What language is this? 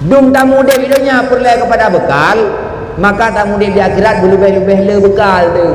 Achinese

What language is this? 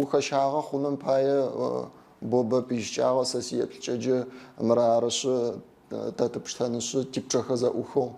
Adyghe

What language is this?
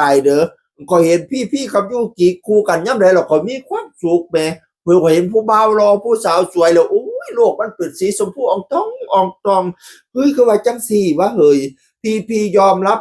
Northeastern Thai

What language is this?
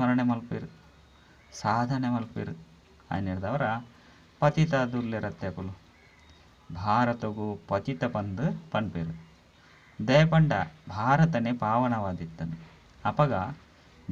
Tulu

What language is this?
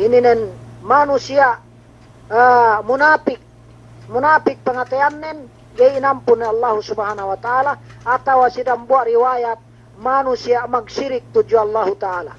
Yakan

